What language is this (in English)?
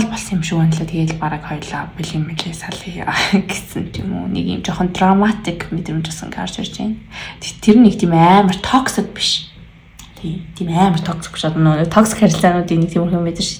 Mongolian